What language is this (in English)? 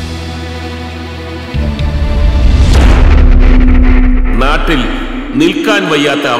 Malayalam